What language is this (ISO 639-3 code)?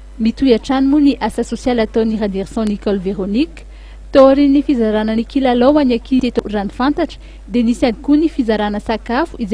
mlg